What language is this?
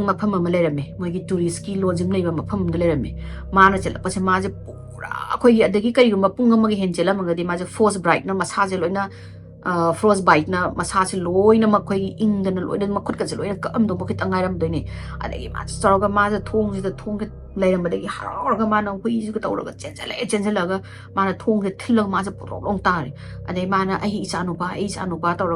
Manipuri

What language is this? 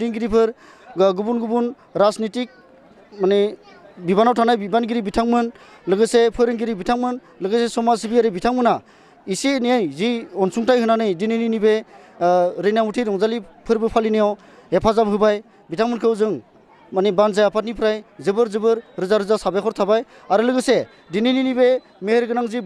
Bodo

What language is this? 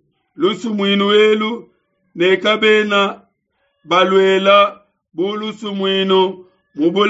Luba-Lulua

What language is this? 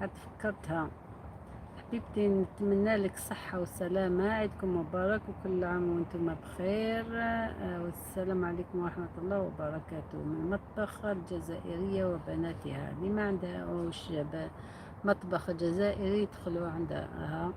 Algerian Arabic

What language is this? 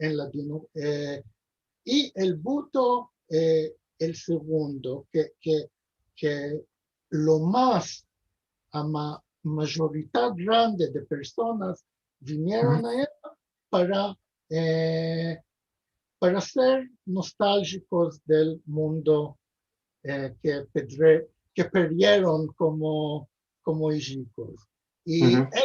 Ladino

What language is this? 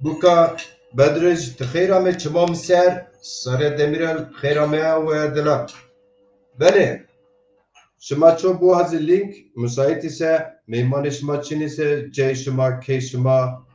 Zaza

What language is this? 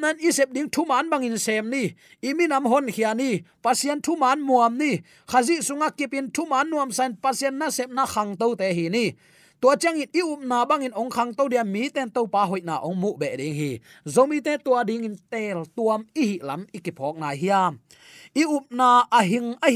Tedim Chin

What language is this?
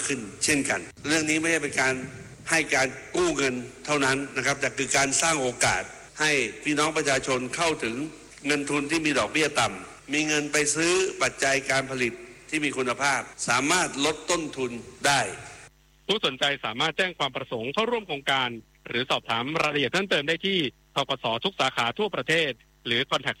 Thai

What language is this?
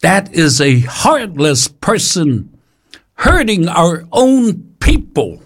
Samoan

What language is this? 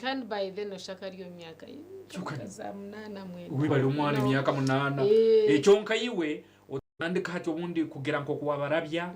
Nyankole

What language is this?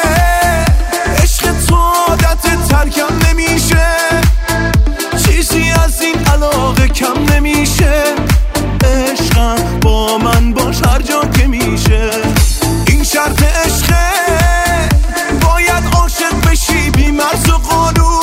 Persian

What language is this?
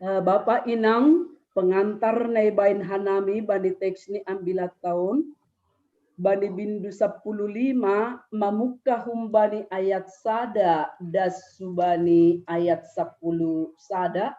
Batak Simalungun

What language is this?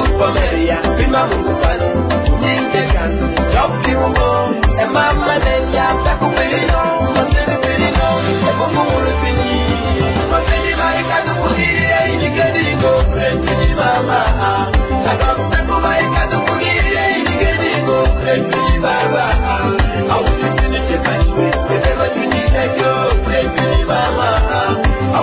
Swahili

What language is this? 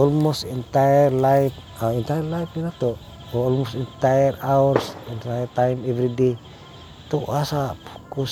Cebuano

